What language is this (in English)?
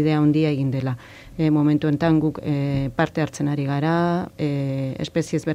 Basque